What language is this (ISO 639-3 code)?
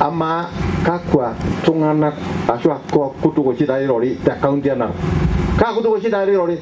mas